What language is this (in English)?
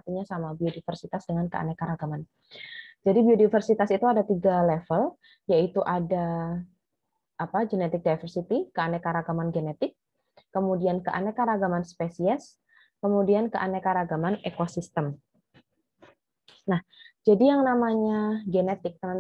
Indonesian